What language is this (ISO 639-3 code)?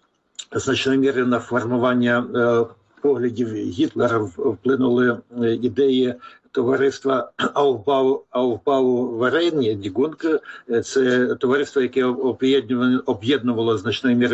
ukr